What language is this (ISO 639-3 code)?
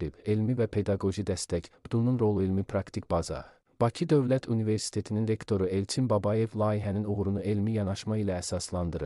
aze